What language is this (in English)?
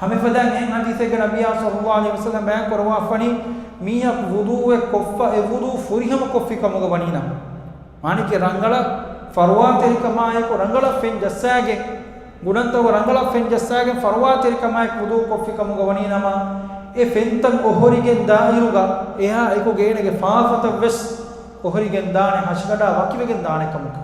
Divehi